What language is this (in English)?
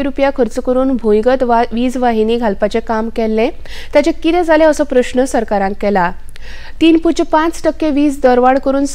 Konkani